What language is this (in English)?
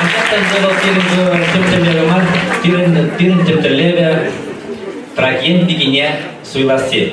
Chuvash